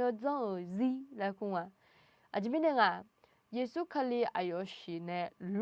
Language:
Akha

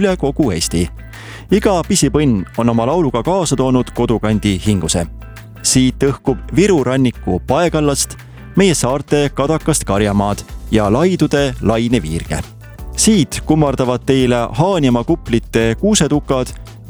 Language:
Estonian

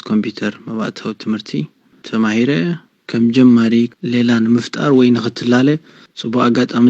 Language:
Tigrinya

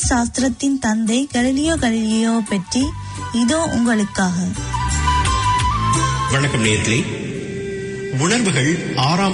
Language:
Tamil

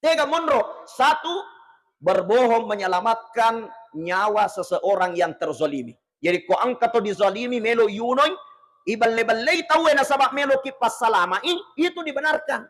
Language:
Buginese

